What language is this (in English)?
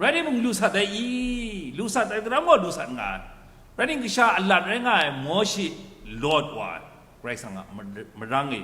Kachin